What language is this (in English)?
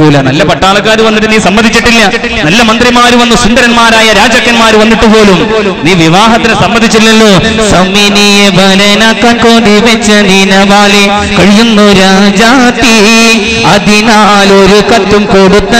Malayalam